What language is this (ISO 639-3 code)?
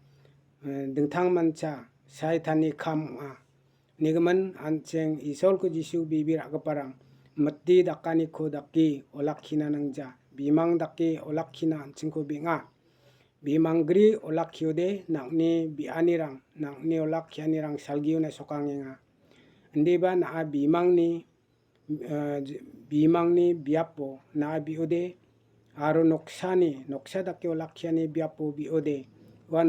grt